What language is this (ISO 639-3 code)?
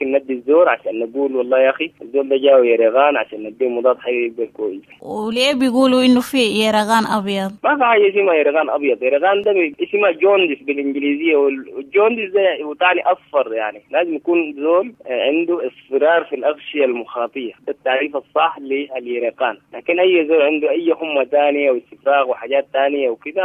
apd